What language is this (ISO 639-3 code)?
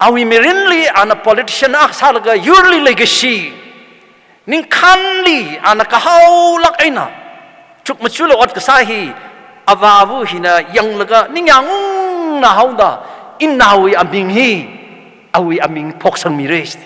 nmf